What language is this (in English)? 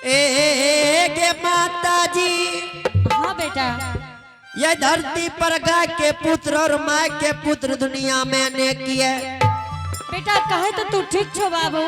Angika